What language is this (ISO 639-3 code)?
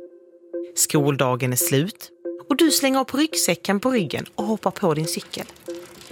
swe